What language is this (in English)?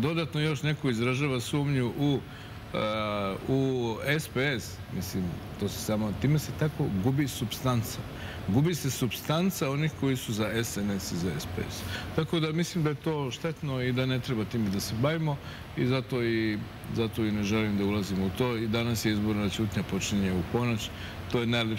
Serbian